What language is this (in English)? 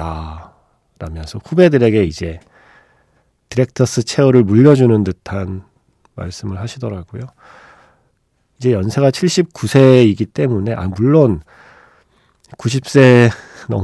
Korean